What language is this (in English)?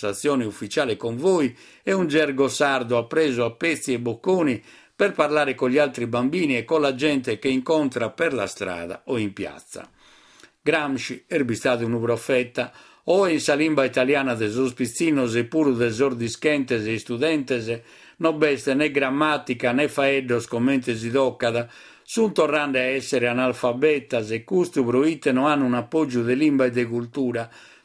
Sardinian